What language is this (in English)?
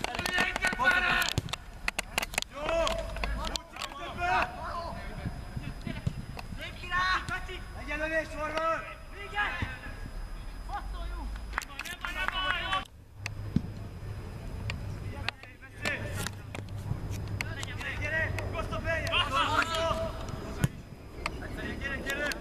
Hungarian